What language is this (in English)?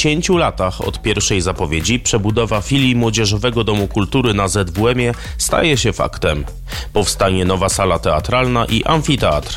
Polish